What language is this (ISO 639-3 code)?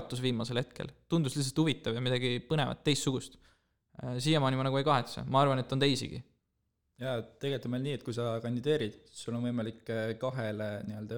est